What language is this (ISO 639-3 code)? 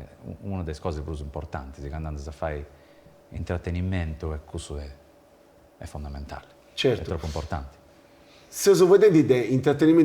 srd